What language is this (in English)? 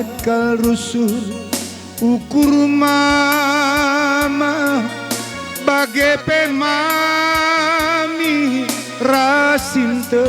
Batak Karo